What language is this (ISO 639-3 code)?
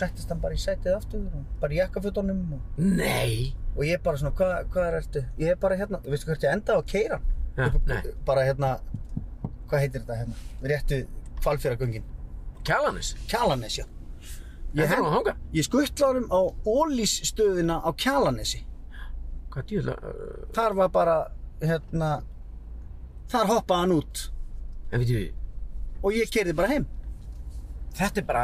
isl